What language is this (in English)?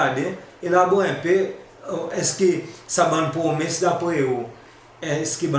Seselwa Creole French